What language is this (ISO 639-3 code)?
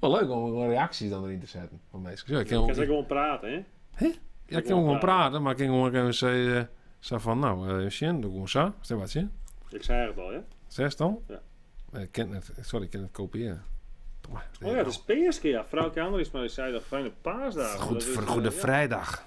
fry